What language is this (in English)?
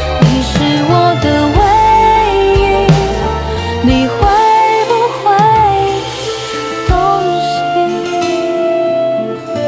Chinese